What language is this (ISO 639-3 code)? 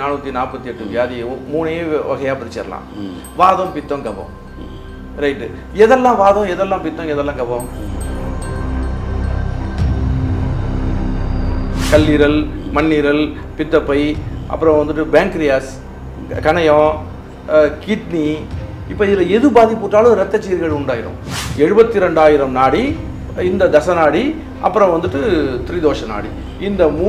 tam